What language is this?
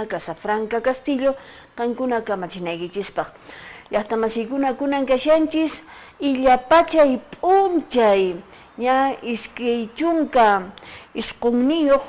Quechua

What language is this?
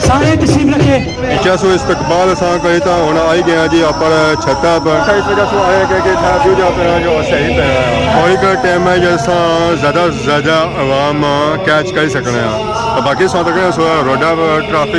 Pahari-Potwari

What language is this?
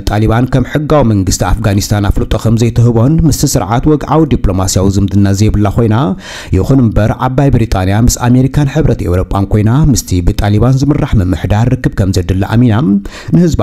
Tigrinya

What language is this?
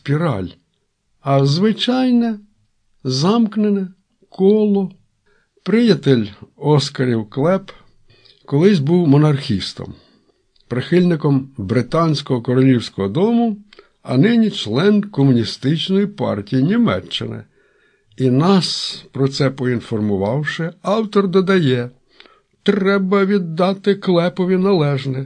Ukrainian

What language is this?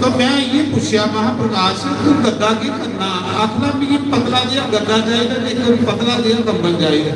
Dogri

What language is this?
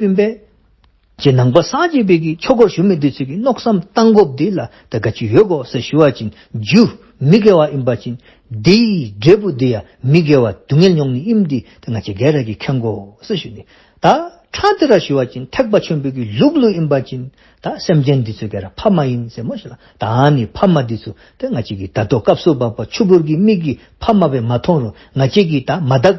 Dzongkha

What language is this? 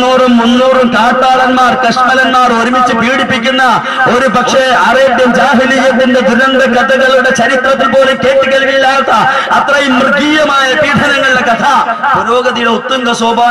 Malayalam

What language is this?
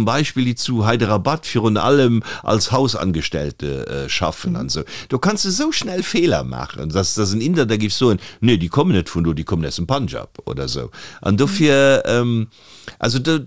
Luxembourgish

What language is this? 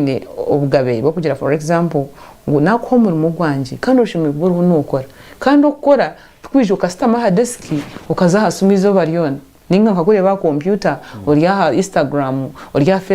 Nyankole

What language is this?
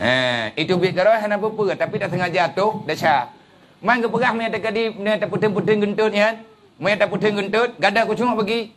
Achinese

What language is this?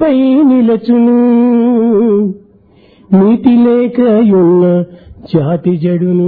Telugu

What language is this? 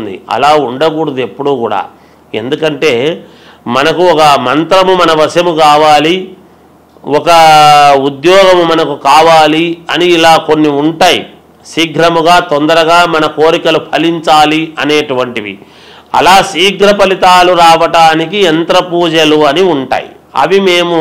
Telugu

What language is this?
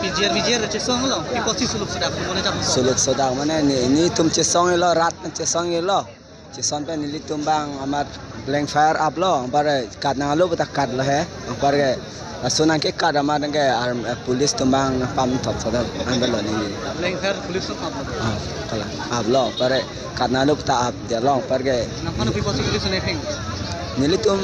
Karbi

